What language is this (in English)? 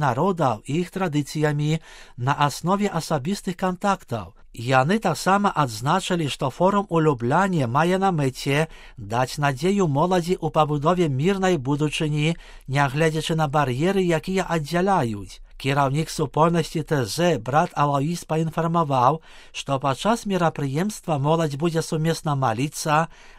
Belarusian